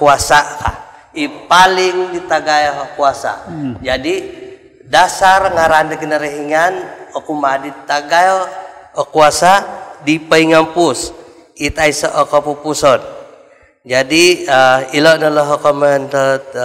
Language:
Central Dusun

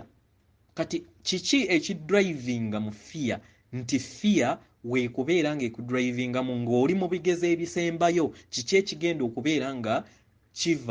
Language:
Ganda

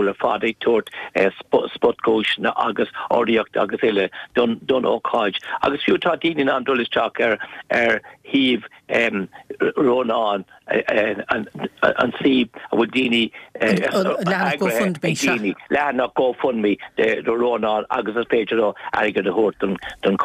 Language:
Irish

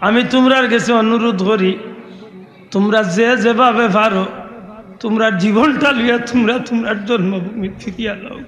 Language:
Sylheti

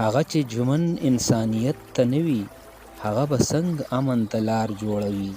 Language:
Pashto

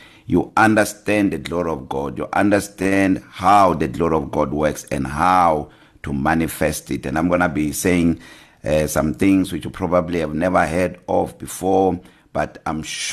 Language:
English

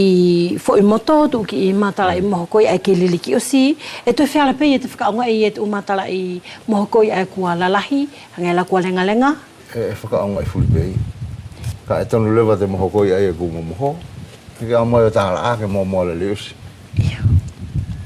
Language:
Wallisian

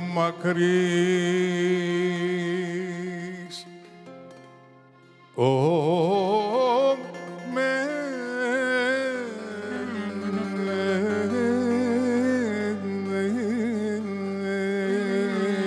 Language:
Greek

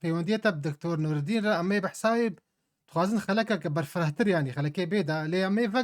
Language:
Kurdish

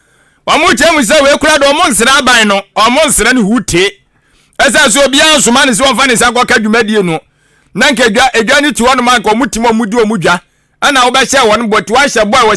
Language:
Akan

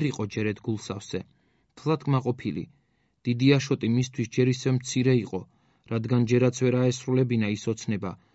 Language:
Georgian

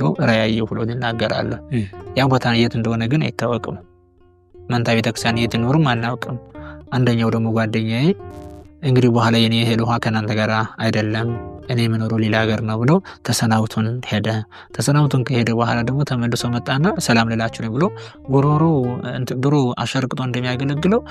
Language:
Amharic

